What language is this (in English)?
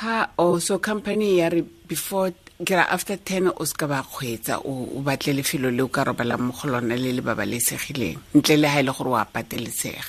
Tswana